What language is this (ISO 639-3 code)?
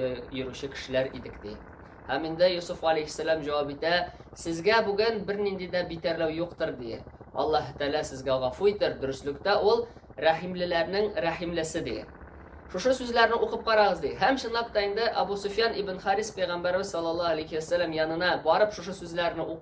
tat